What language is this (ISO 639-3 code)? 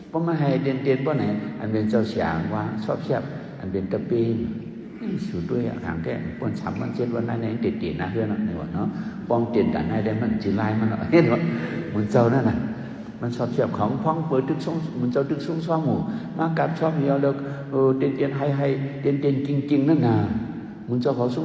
shn